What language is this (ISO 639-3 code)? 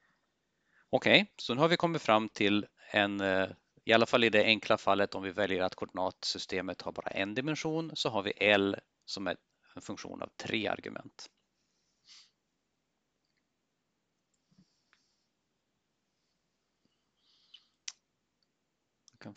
swe